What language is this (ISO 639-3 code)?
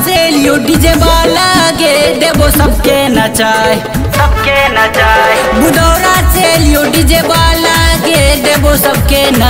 bho